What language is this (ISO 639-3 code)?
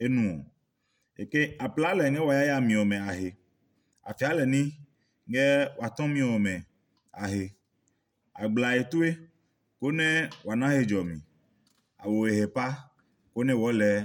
ada